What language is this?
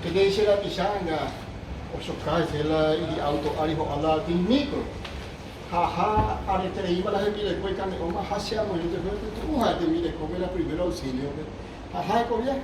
Guarani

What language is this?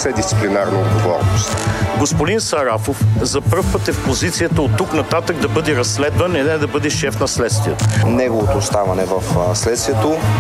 Bulgarian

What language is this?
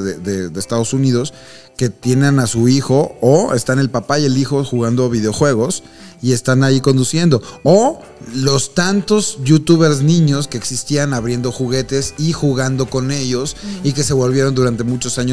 Spanish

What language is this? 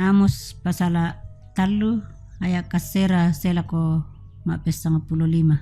Toraja-Sa'dan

